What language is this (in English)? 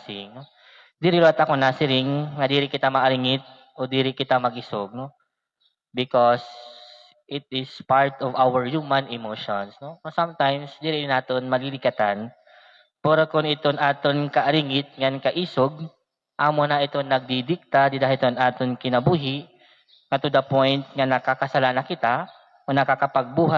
Waray